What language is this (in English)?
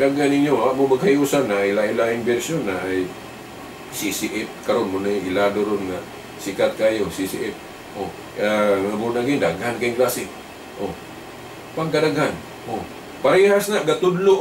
Cebuano